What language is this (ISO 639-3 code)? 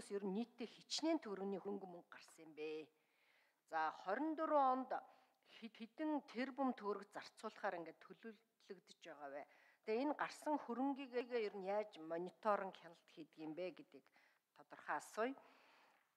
mon